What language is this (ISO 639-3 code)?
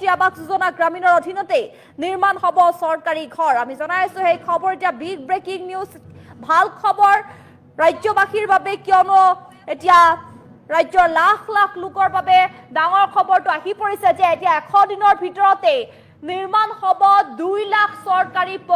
asm